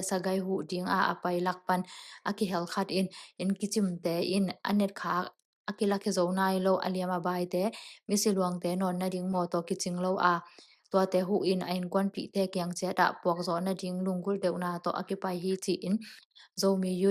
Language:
Tedim Chin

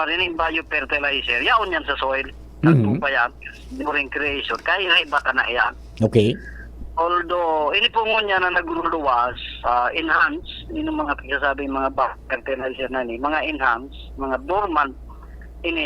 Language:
Bikol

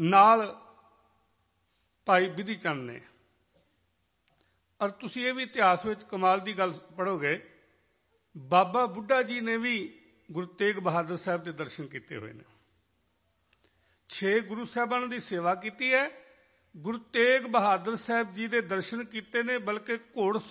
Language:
Punjabi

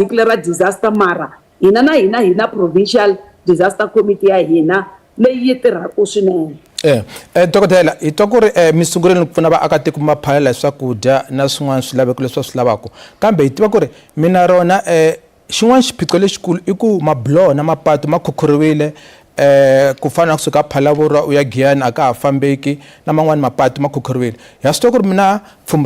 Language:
Tsonga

